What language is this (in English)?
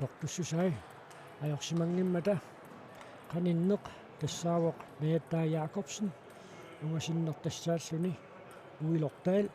Kalaallisut